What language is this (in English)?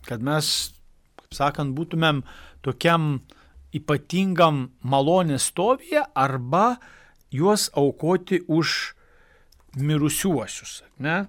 Lithuanian